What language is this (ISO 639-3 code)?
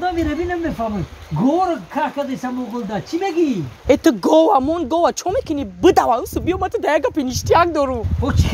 tgk